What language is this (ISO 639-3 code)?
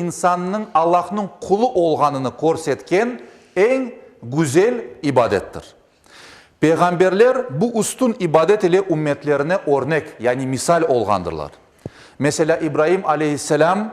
crh